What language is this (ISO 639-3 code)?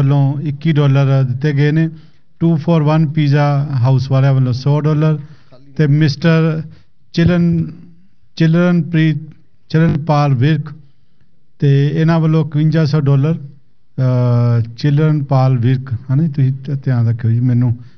pan